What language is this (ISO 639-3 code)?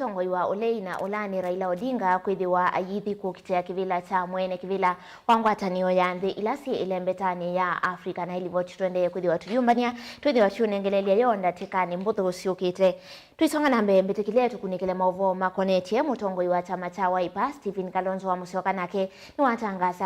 kam